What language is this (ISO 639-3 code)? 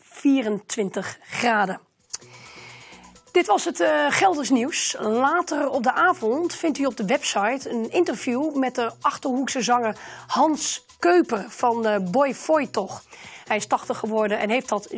nld